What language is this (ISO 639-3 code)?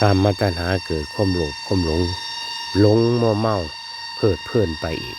tts